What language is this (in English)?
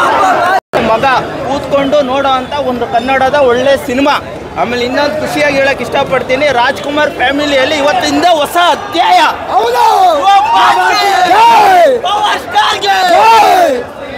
Kannada